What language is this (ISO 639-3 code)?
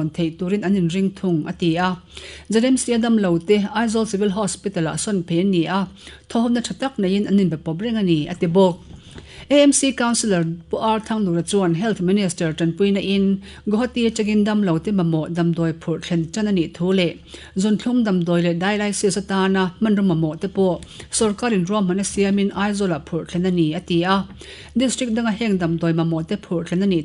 lus